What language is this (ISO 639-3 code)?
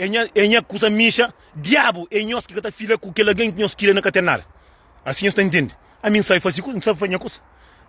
kea